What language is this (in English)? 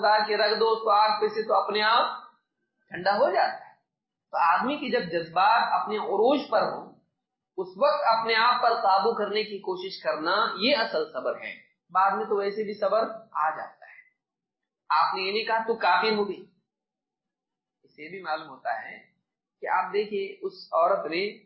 Urdu